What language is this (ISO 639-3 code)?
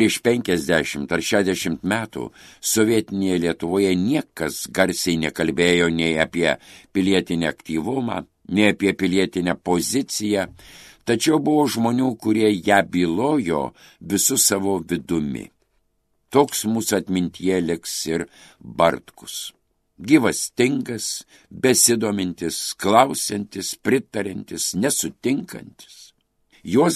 lit